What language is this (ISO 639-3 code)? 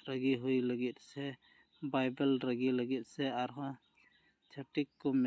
sat